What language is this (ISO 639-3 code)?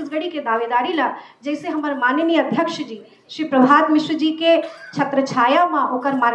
hin